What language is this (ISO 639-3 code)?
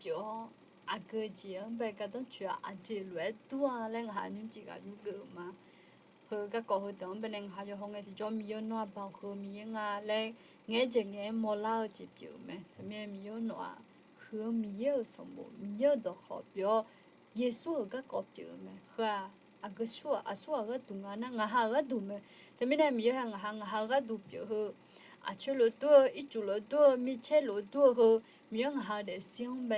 ahk